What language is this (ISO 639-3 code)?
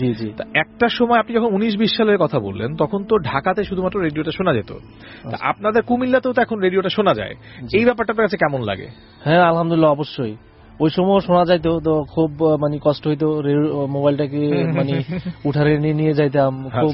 ben